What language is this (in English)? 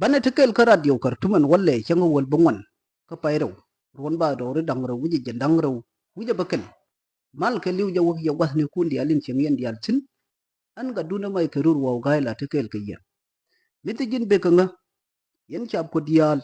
Nuer